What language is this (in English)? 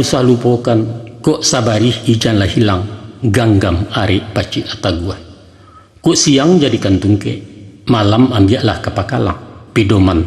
Minangkabau